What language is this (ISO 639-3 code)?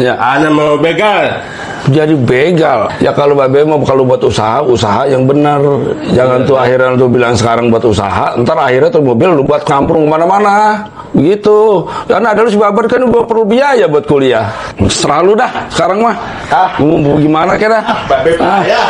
bew